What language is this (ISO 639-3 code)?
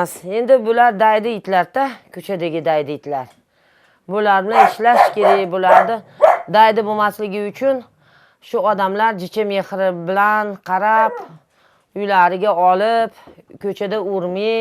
uzb